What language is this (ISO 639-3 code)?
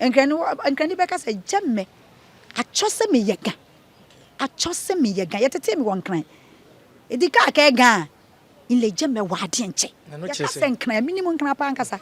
aka